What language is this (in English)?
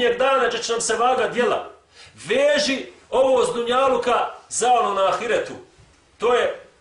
Bosnian